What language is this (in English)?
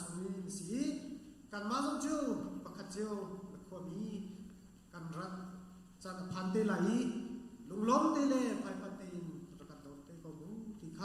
Hakha Chin